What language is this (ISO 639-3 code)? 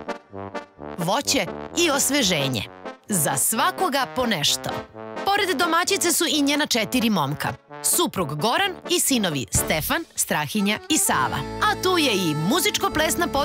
srp